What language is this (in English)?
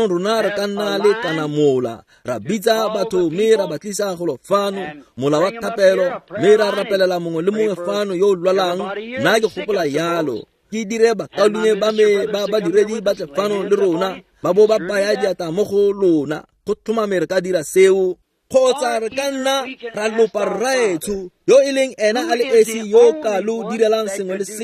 Tswana